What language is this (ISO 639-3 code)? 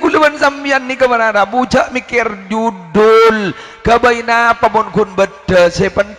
mad